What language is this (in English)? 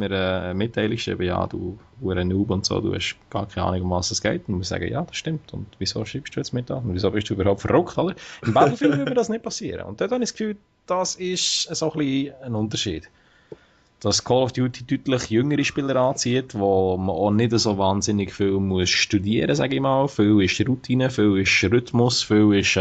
Swiss German